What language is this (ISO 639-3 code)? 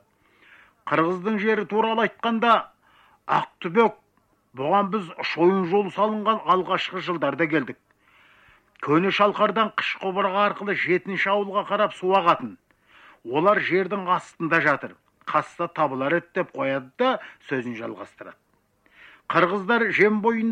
kaz